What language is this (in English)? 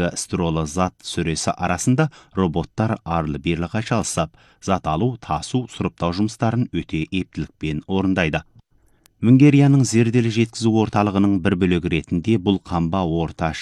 Kazakh